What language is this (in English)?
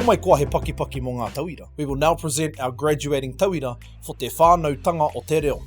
Māori